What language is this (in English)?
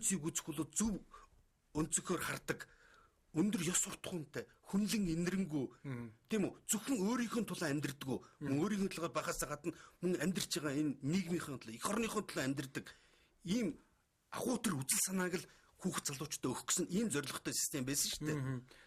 Mongolian